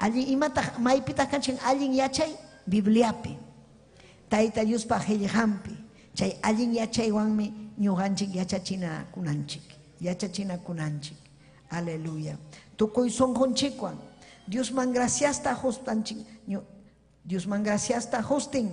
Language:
Ayacucho Quechua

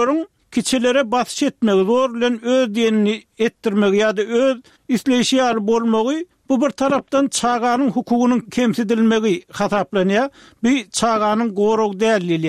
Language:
Turkmen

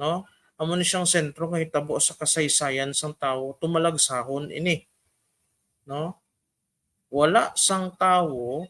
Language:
Hiligaynon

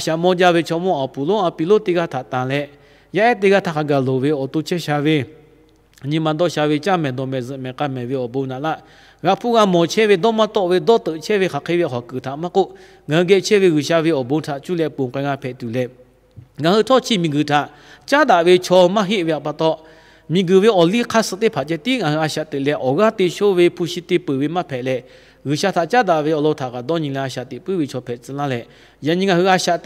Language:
Lahu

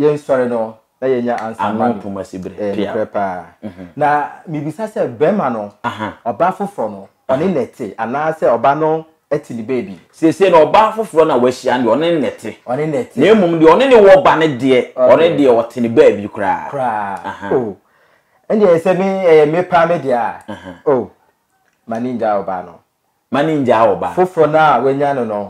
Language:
Akan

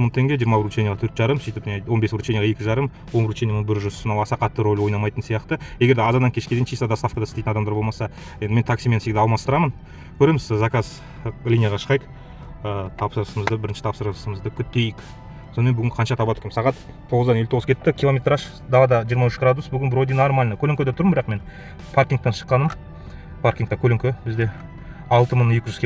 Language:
Kazakh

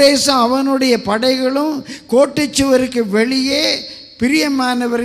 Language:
Tamil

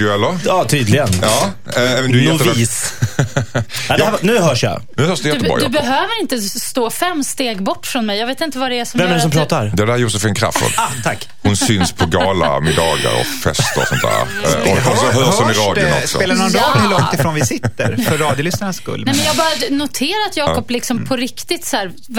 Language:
Swedish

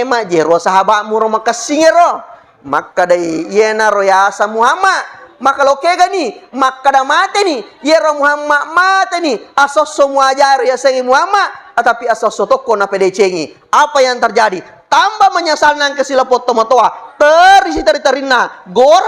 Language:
Buginese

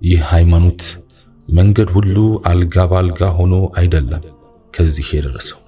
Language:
Amharic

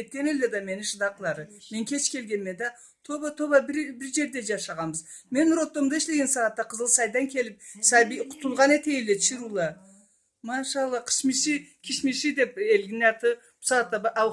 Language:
Karachay-Balkar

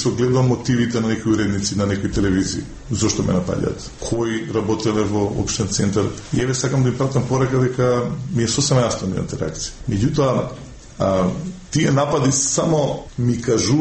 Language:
Macedonian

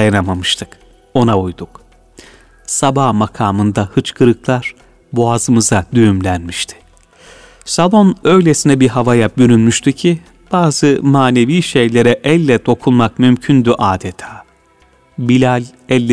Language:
Turkish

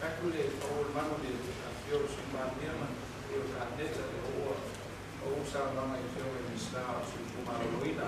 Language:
Samoan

